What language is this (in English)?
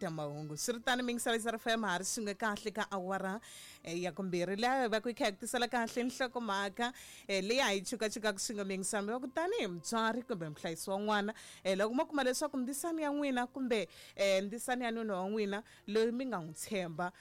Tsonga